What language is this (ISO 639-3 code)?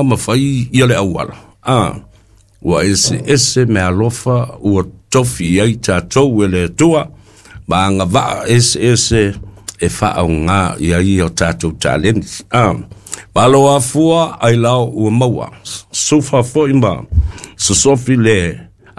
smo